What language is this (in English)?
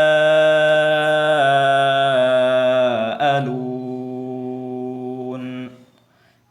Tausug